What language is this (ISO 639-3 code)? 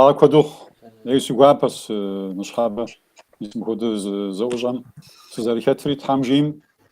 kbd